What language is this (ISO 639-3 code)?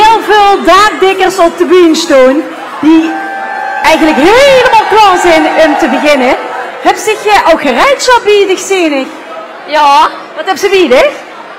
lim